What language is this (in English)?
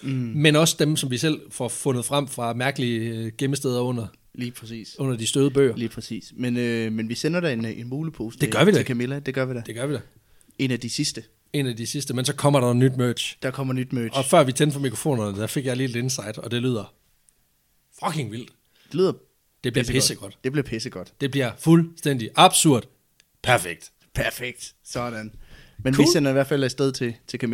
Danish